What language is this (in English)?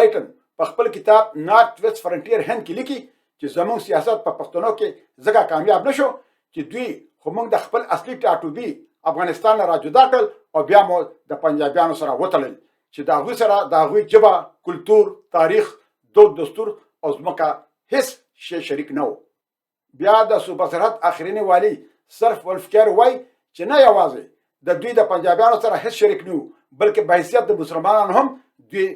Pashto